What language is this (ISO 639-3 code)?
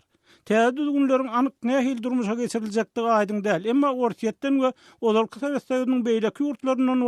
tuk